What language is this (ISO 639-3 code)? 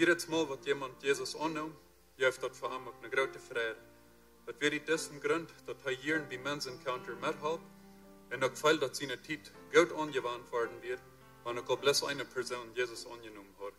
pdt